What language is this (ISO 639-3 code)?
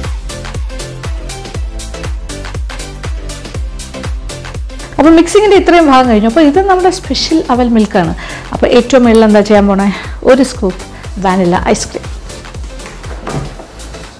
mal